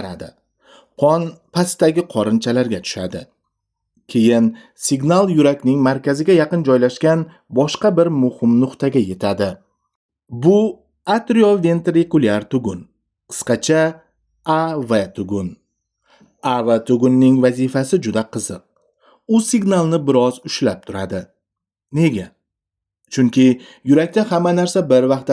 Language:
Uzbek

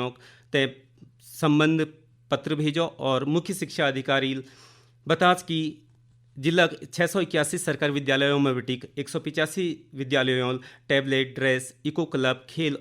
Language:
Garhwali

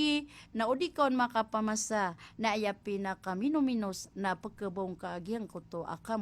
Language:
Maranao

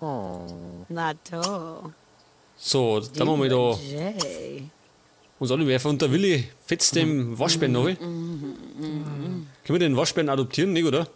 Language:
Bavarian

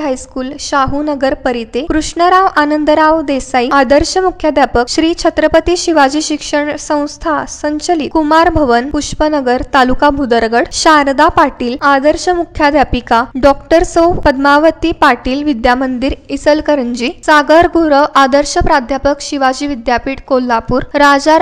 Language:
Marathi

